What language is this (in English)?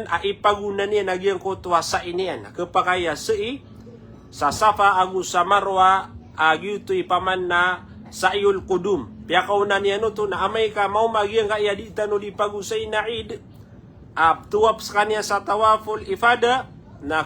Maranao